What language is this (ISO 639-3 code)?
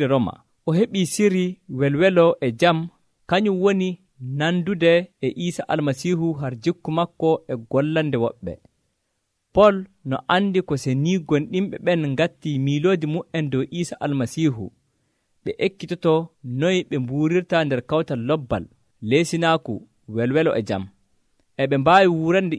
fuv